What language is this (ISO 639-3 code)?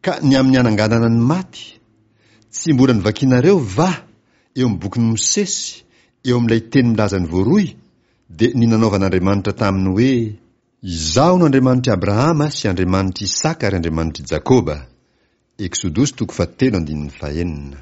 mlg